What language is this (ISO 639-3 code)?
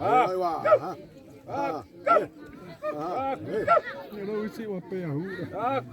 xav